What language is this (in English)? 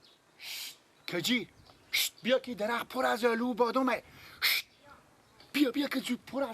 Persian